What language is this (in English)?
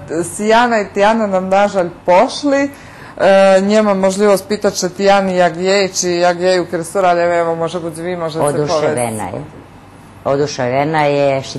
Rusyn